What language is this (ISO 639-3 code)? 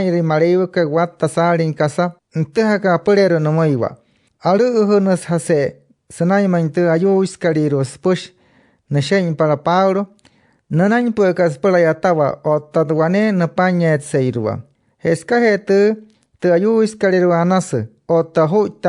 guc